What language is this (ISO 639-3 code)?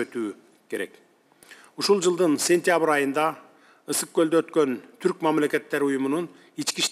kir